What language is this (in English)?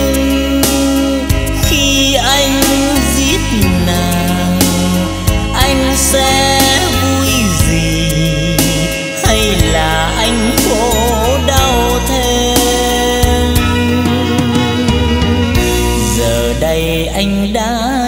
Vietnamese